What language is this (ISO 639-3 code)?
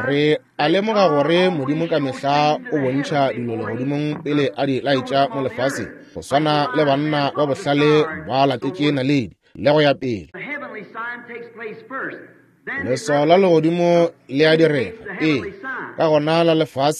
nso